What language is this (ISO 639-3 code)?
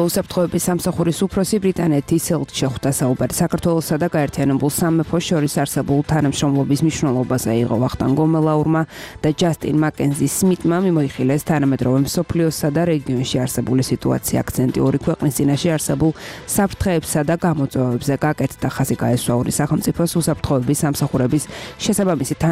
kat